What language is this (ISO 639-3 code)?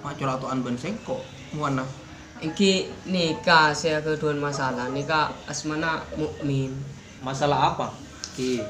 mad